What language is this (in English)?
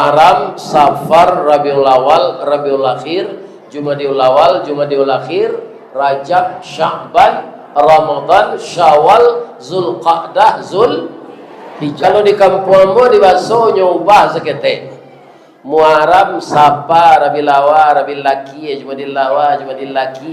Minangkabau